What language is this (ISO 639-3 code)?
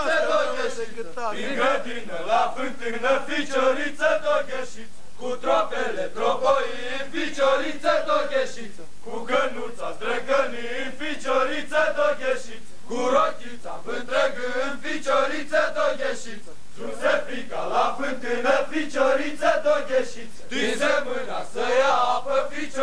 ron